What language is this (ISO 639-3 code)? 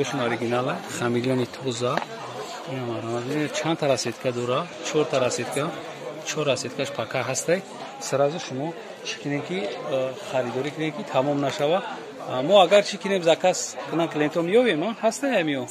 tgk